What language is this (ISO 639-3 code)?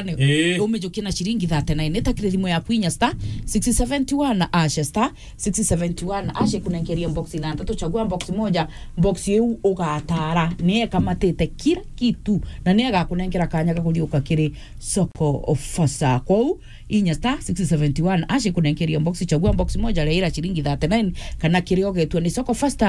mer